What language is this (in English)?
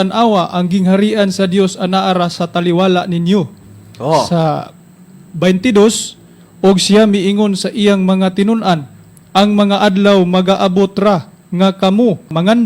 Cebuano